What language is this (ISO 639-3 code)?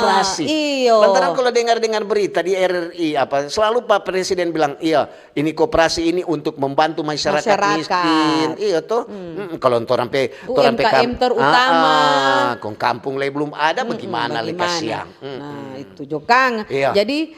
xmm